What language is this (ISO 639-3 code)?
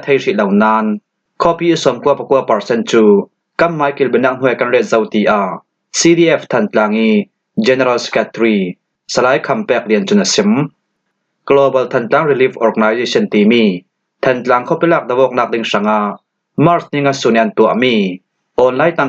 cfm